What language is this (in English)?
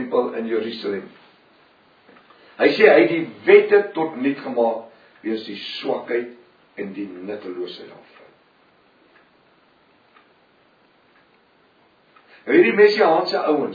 Afrikaans